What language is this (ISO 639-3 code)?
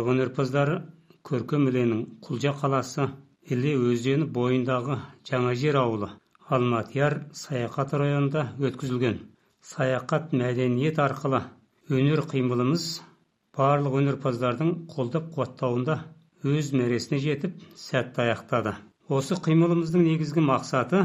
kaz